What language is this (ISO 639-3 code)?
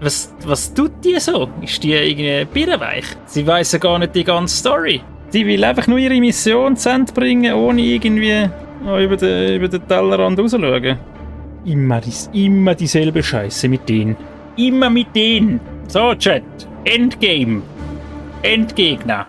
gsw